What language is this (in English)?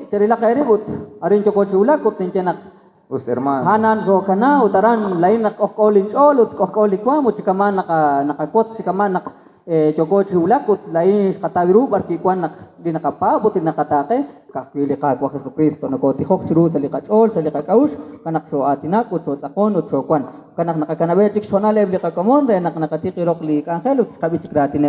Kekchí